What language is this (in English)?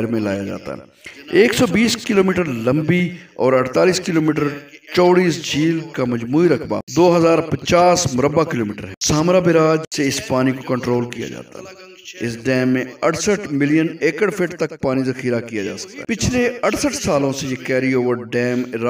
Urdu